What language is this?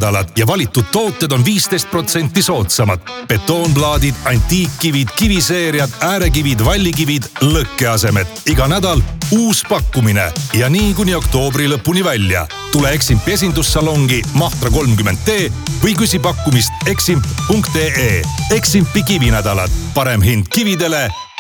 Estonian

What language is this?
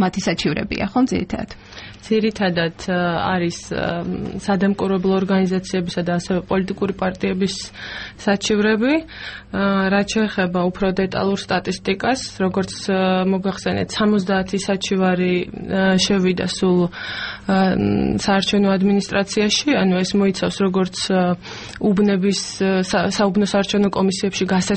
Georgian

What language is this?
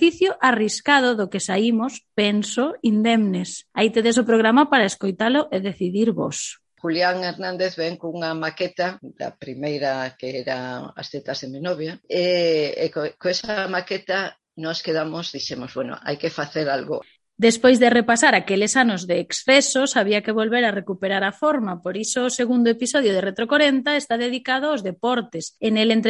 Galician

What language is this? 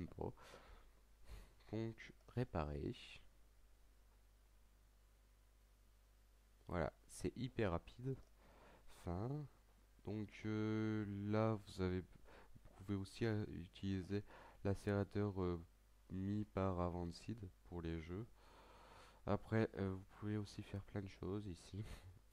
French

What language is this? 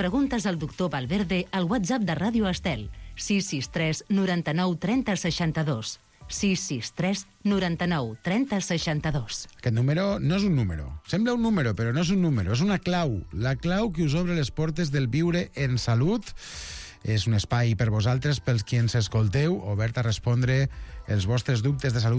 Catalan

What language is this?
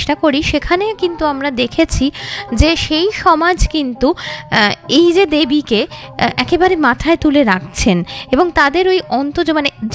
Bangla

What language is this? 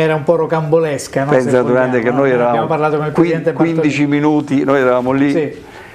Italian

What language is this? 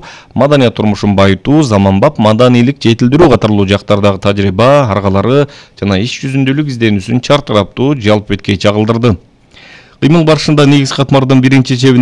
Kyrgyz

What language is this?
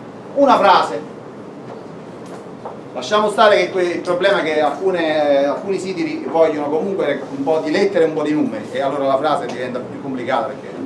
Italian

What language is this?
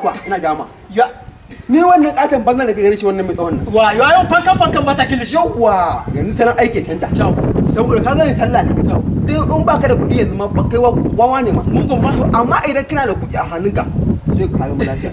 Hausa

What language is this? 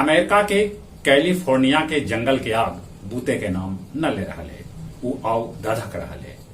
Magahi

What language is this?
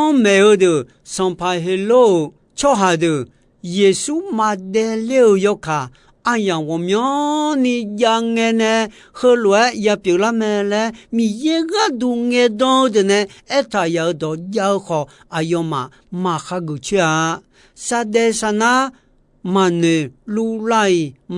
Akha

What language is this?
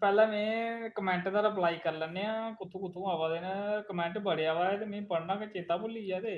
Dogri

